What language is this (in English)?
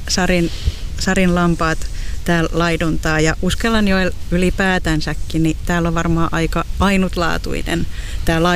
Finnish